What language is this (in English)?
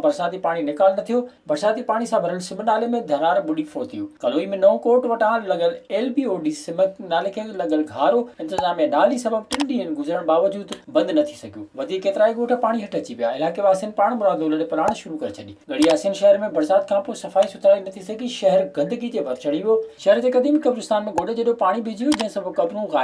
Sindhi